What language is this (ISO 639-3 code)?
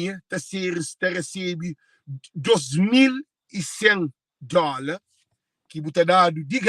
kea